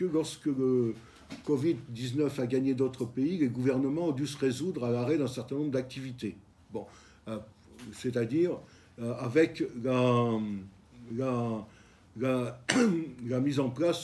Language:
French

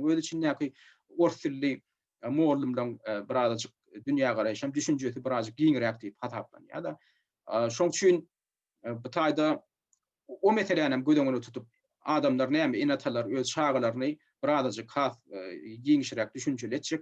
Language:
Turkmen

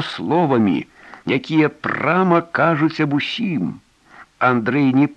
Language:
Belarusian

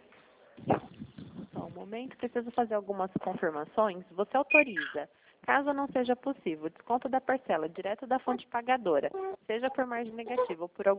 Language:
Portuguese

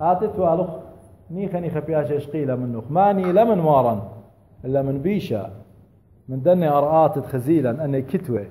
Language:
Assyrian Neo-Aramaic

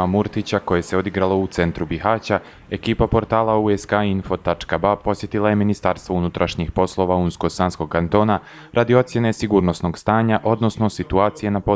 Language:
Bosnian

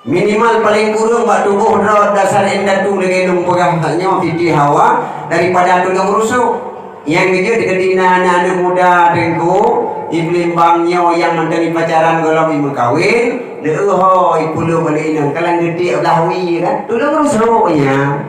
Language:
Achinese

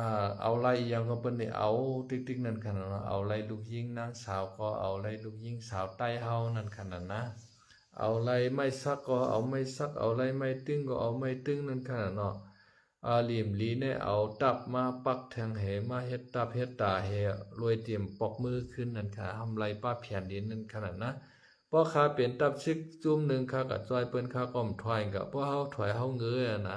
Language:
Shan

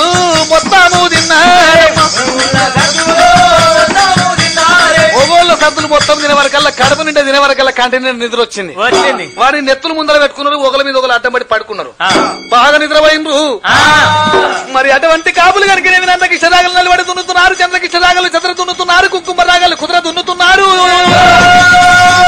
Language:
Telugu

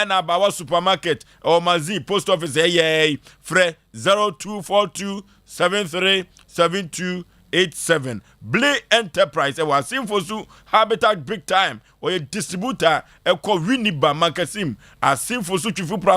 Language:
Akan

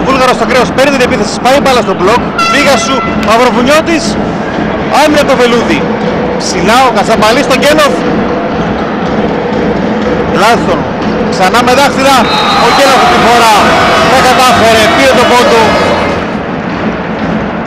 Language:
Greek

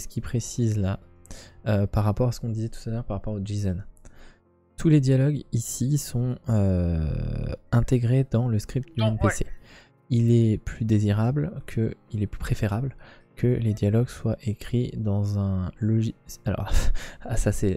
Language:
French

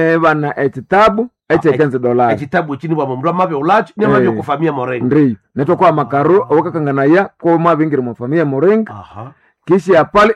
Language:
Nande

